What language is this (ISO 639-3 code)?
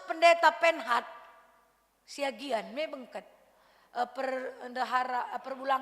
btx